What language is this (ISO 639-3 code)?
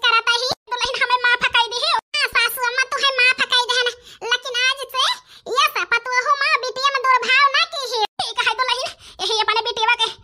awa